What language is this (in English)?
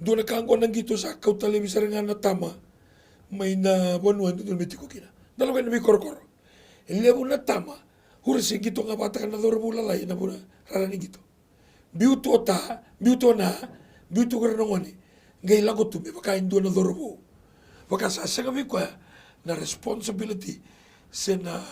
Fijian